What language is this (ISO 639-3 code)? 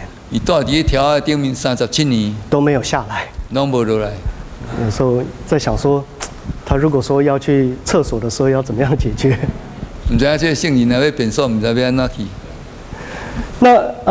nan